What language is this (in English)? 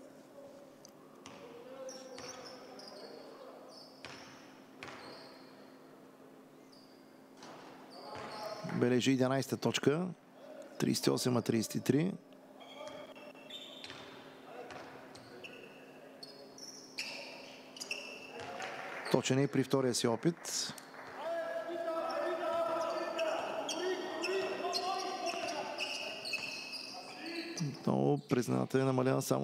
Bulgarian